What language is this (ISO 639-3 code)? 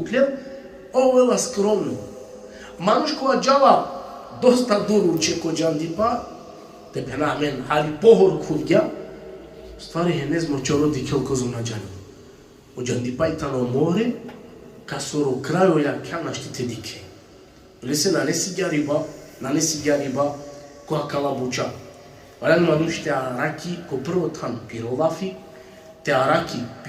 rmn